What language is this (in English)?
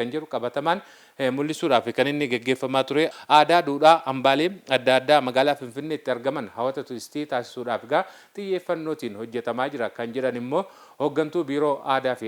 Oromo